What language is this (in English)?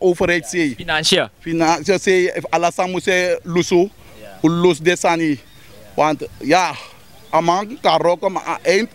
Sranan Tongo